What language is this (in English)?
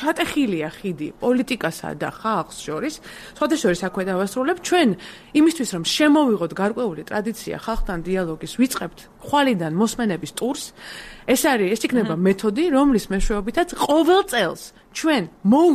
Georgian